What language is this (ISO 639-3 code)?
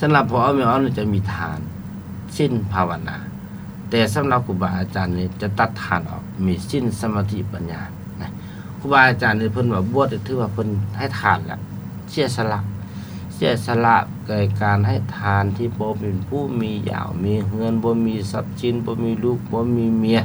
lao